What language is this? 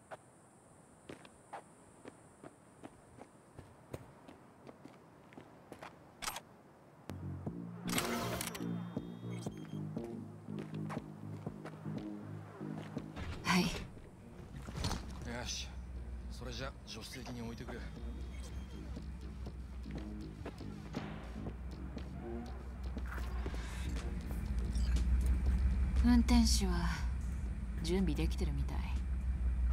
Japanese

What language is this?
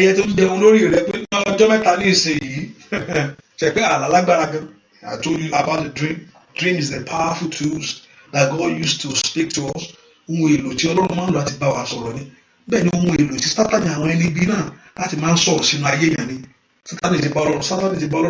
Yoruba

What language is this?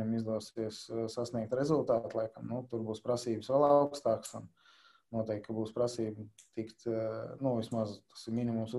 Latvian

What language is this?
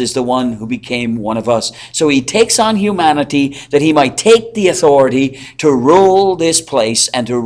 English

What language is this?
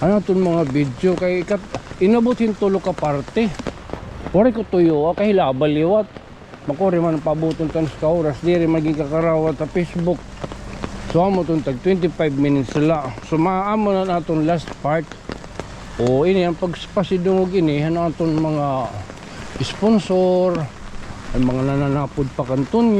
Waray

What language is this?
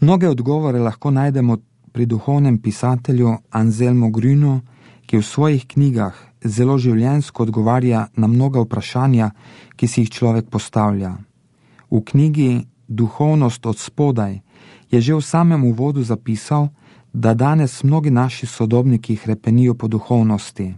Slovenian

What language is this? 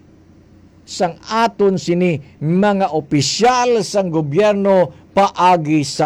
Hiligaynon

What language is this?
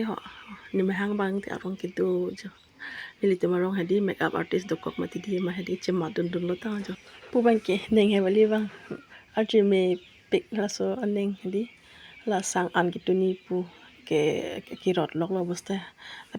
Karbi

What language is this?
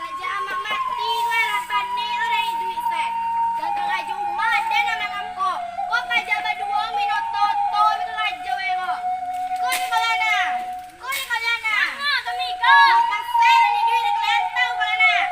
Minangkabau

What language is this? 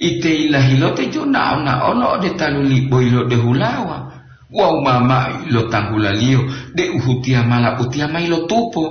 Gorontalo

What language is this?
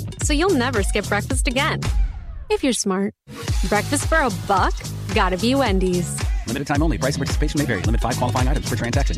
English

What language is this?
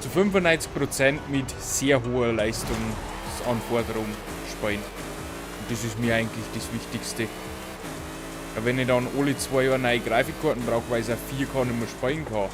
Bavarian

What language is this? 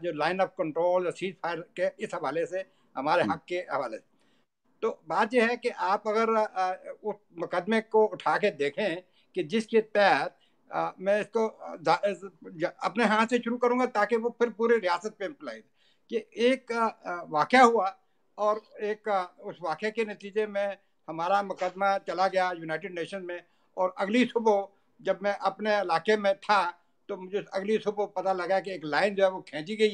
Urdu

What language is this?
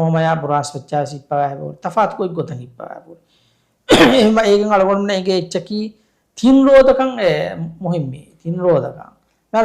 Divehi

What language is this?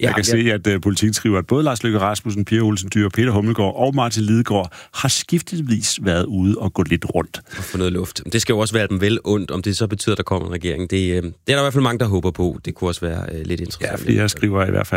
Danish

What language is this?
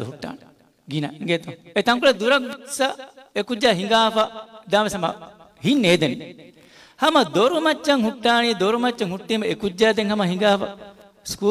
Divehi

